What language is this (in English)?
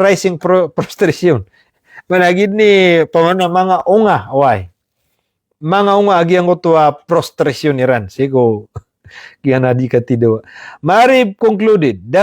Maranao